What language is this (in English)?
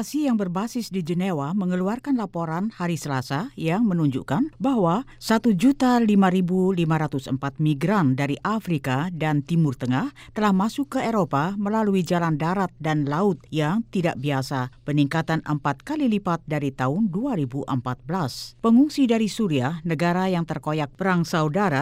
Indonesian